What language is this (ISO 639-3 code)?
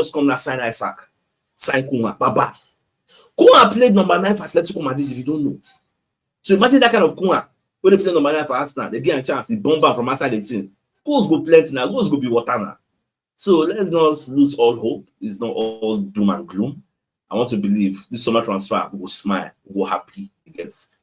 pcm